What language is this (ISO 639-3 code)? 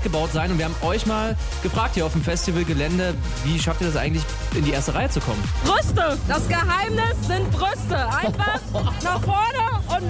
deu